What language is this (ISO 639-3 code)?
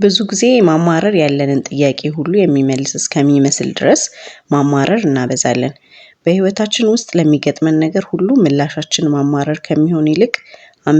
amh